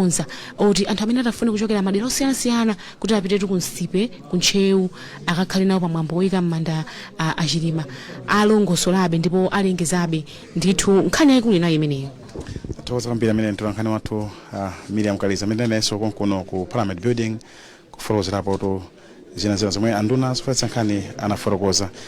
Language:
Nyanja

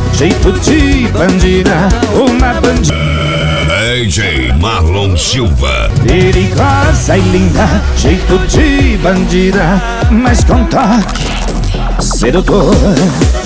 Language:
Portuguese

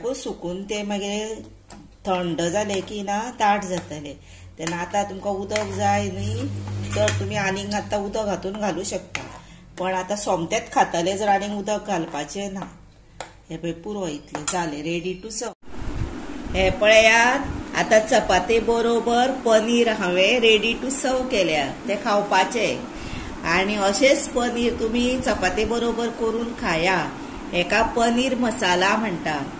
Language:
Konkani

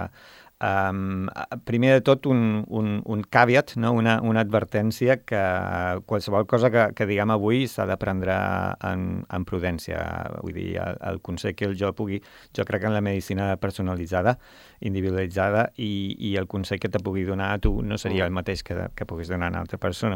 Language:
Catalan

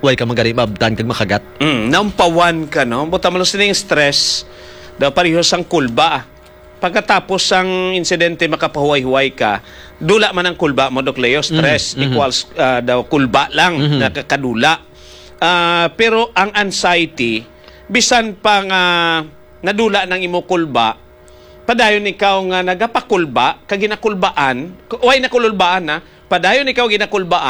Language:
Hiligaynon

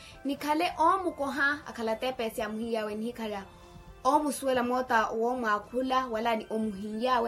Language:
Makhuwa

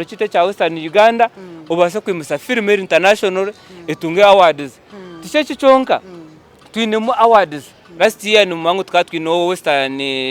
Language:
Nyankole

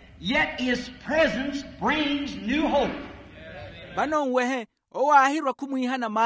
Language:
Makhuwa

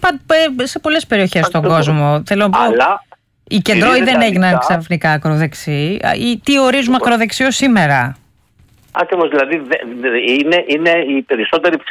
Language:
Greek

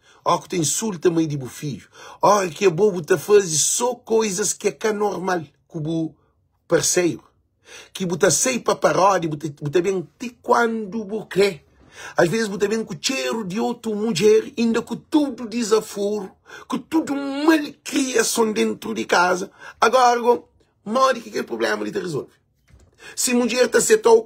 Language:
Kabuverdianu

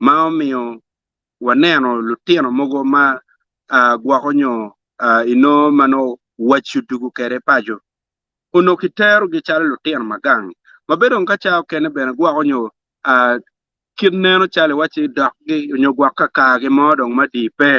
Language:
Acoli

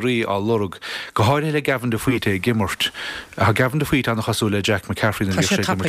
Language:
Irish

